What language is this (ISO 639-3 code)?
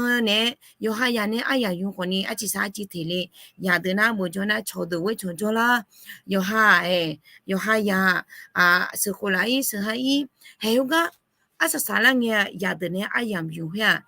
ahk